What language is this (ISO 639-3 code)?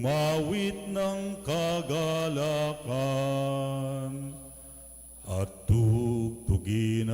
pam